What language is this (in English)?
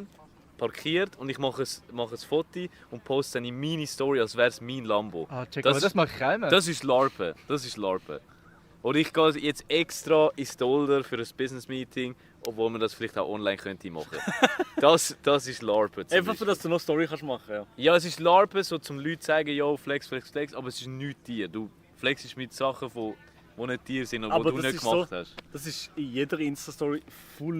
Swiss German